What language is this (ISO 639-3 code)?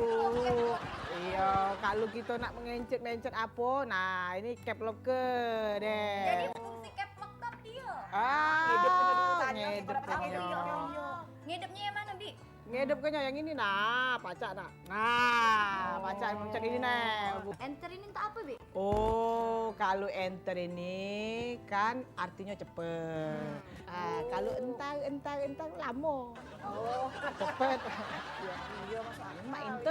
mui